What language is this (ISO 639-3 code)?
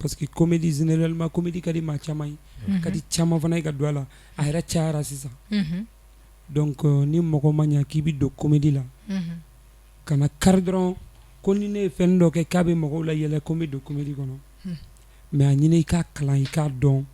bam